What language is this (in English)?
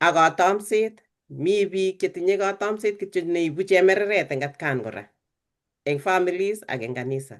Kalenjin